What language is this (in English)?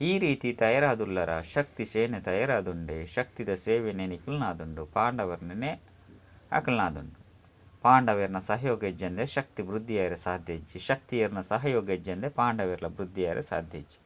Tulu